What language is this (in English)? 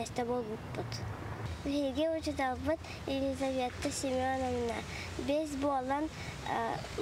Yakut